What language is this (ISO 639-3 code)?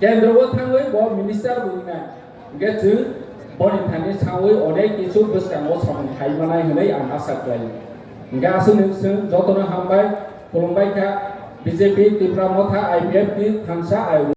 trp